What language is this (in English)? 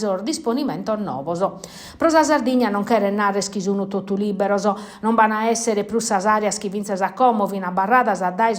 Sardinian